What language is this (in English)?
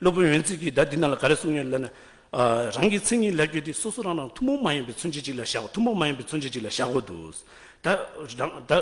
Tibetan